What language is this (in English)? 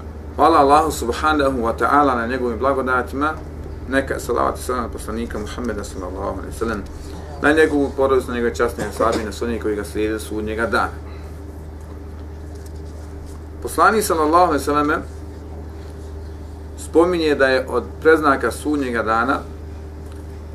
Bosnian